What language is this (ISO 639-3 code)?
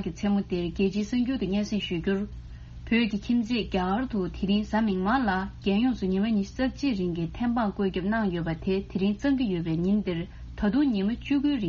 bod